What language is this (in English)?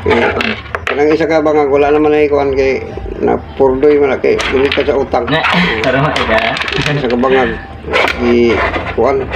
Cebuano